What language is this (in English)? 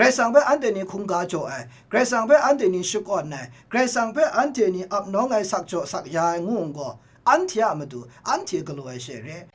Kachin